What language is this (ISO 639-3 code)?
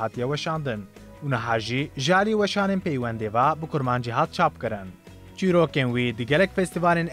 kur